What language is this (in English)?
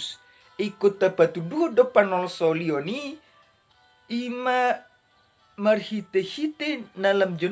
Batak Toba